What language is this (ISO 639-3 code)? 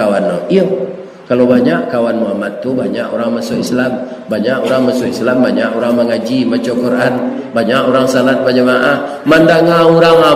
min